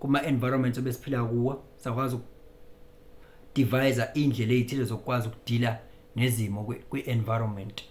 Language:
Zulu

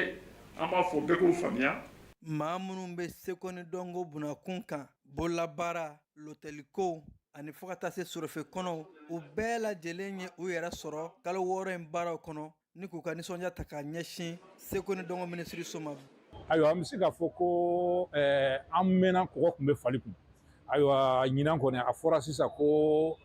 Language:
Bambara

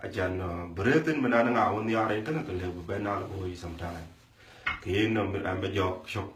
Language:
Dinka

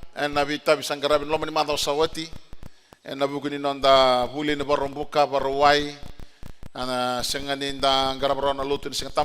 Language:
Fijian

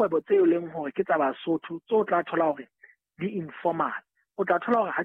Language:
Southern Sotho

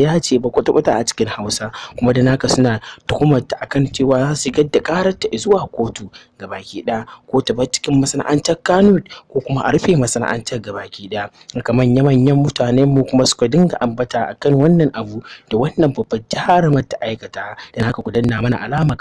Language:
Hausa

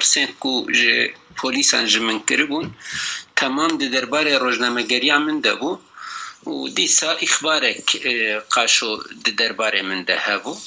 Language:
Kurdish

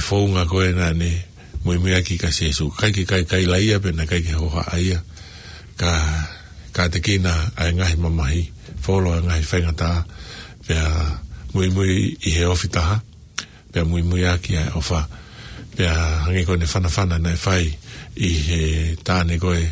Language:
Tongan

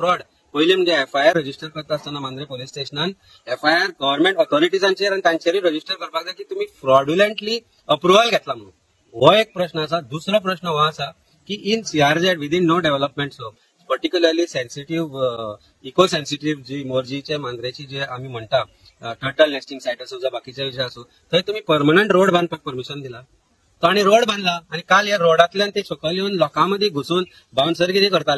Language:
Konkani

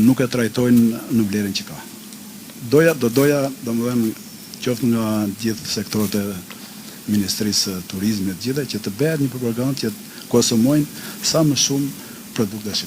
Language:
Albanian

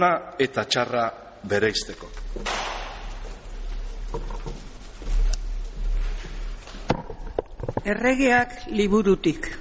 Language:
Basque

